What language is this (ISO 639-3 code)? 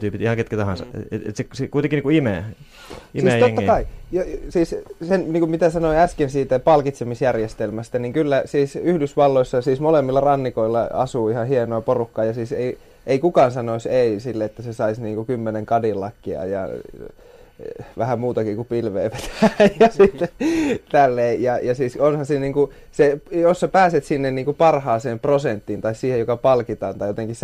fin